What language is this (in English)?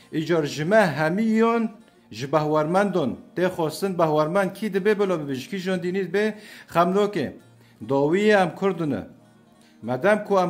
Kurdish